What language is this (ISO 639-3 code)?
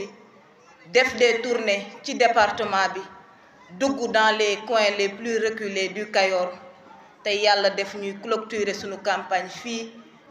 wol